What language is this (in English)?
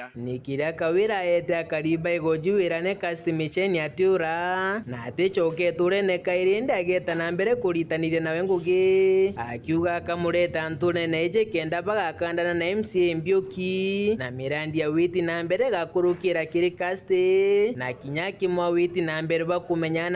Meru